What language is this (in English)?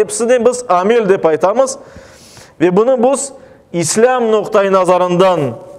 Crimean Tatar